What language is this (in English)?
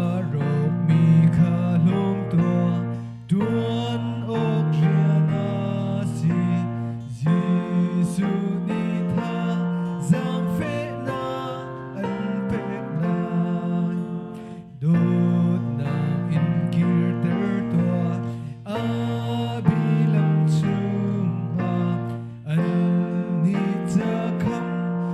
Hakha Chin